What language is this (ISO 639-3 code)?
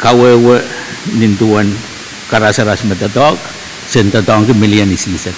pon